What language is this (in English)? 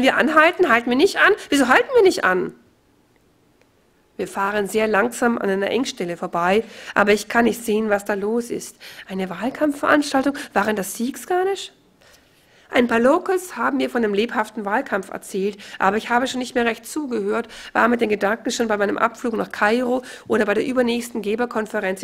German